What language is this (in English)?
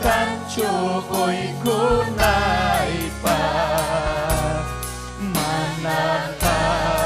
Ayacucho Quechua